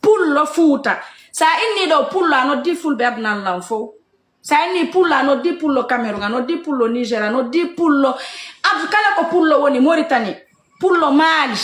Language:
Fula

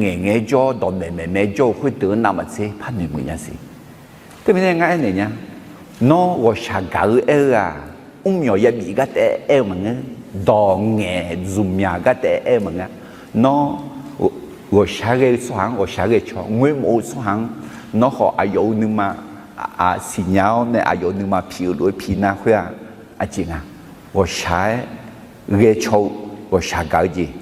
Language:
Akha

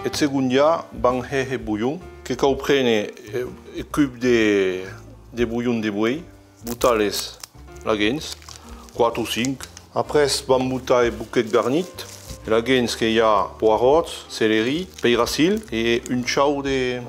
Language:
Occitan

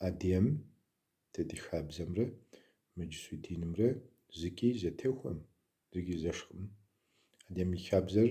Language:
Kabardian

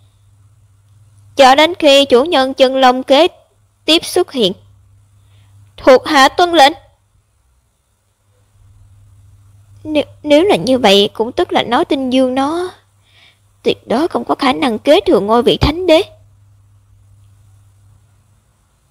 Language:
Vietnamese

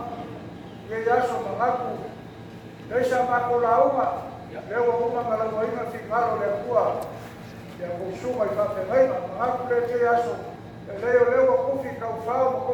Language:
Samoan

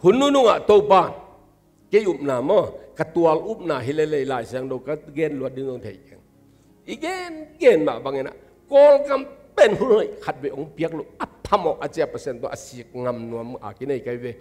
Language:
Tedim Chin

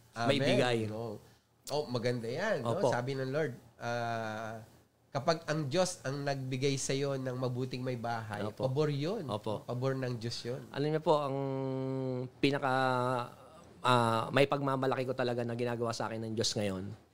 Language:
Filipino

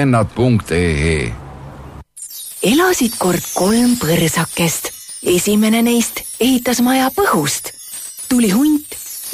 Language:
Estonian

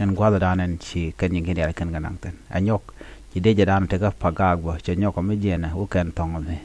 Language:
Nuer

